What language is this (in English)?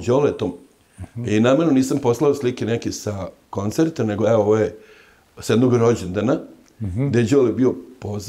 Serbian